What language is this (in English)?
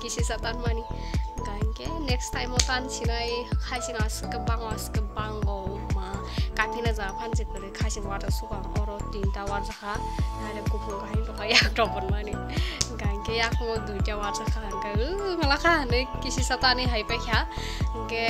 Kok Borok